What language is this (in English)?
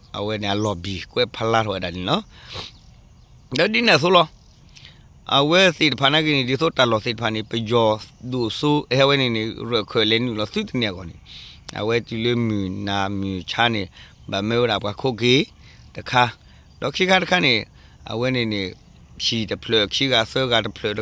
S'gaw Karen